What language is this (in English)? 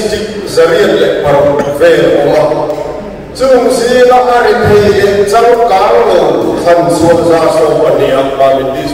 Mizo